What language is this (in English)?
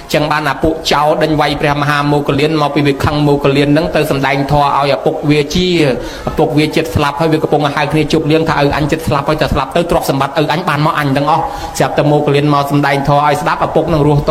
Khmer